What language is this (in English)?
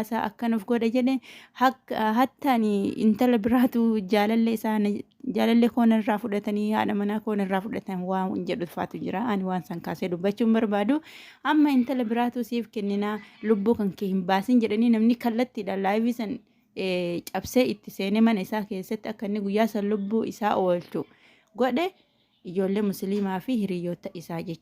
Oromo